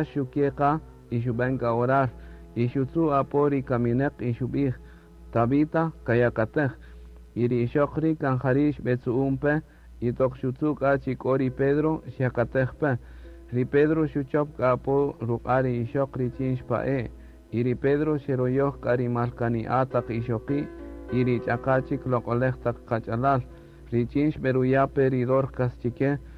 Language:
Kaqchikel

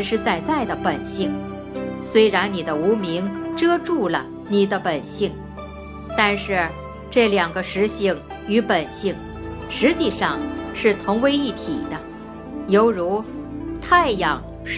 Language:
Chinese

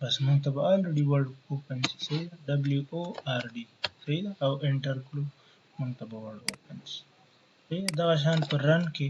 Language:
Pashto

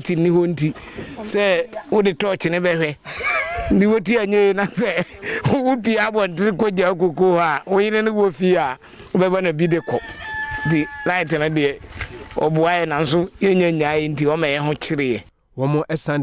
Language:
Akan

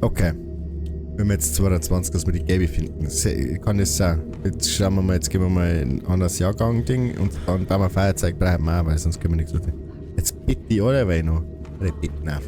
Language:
Bavarian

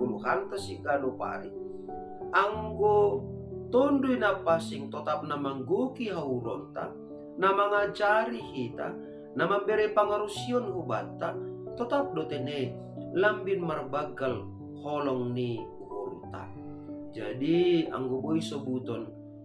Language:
Batak Simalungun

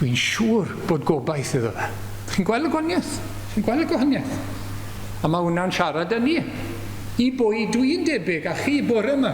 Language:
Welsh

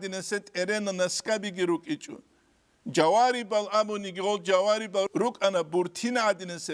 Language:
Avaric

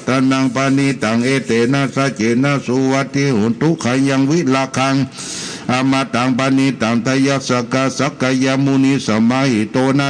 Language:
Pali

